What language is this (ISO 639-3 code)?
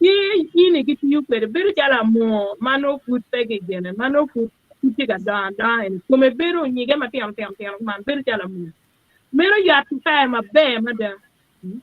ach